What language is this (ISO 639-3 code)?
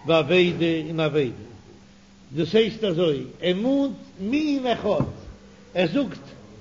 yid